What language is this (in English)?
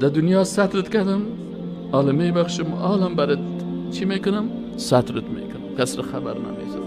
Persian